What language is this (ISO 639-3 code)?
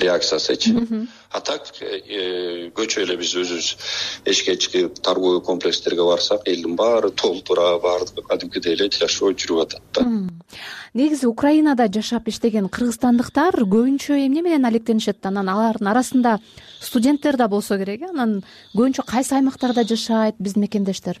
kir